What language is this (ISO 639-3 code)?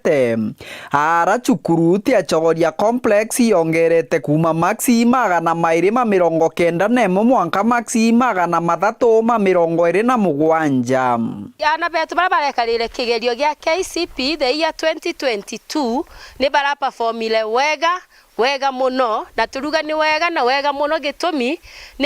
mer